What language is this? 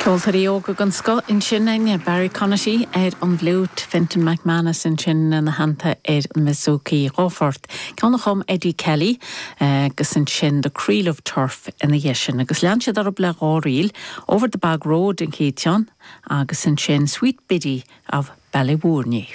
Irish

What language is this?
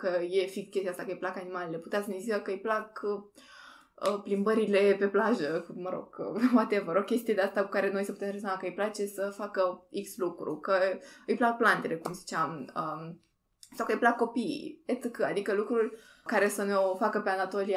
Romanian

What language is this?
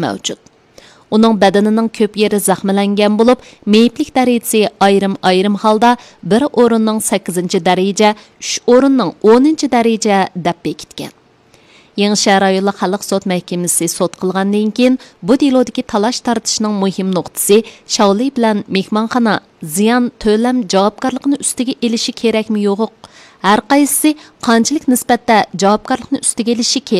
Uyghur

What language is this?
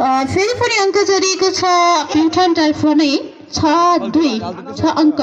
Nepali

